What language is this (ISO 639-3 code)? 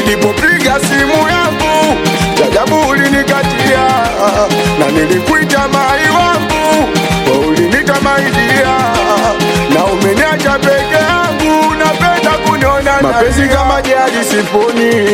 swa